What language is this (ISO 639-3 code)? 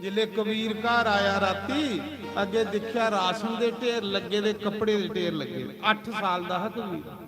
doi